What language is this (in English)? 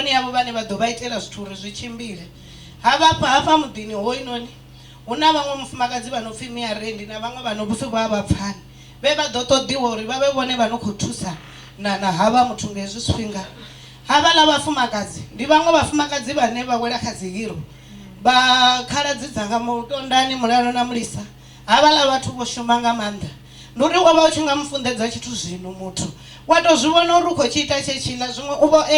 Venda